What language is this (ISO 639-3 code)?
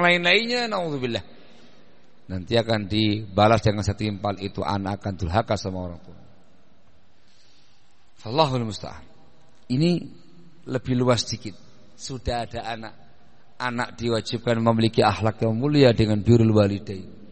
ind